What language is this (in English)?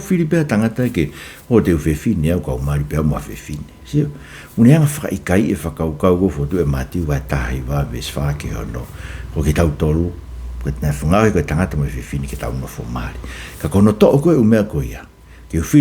Tongan